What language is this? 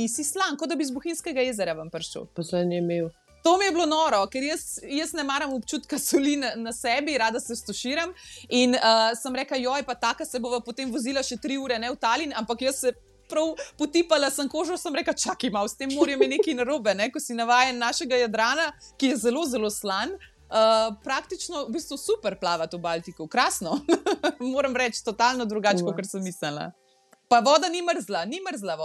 Slovenian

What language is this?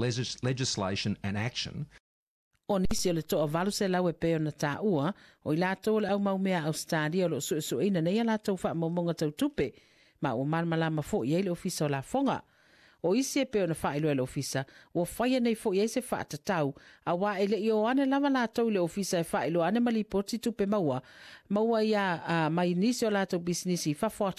Samoan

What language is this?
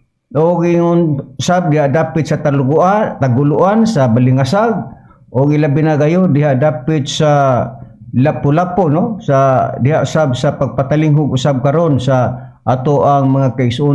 Cebuano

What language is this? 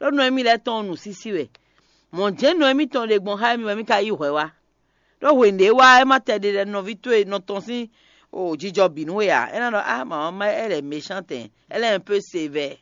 Fon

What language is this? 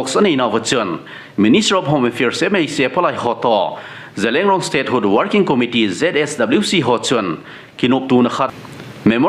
Thado Chin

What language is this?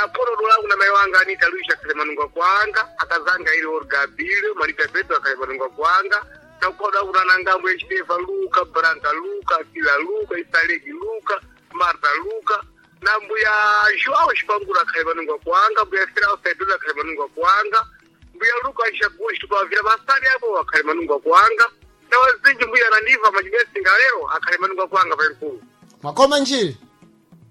Sena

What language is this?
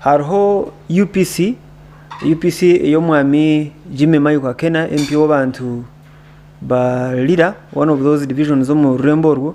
Nyankole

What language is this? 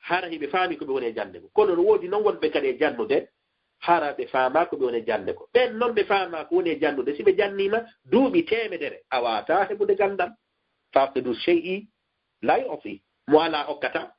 Fula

